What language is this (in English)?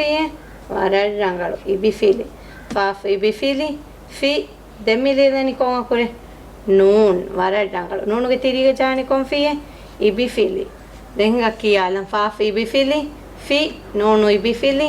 Divehi